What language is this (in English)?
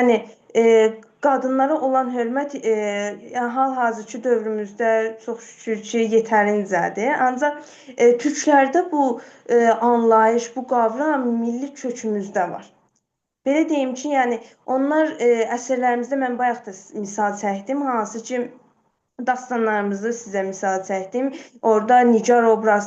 Azerbaijani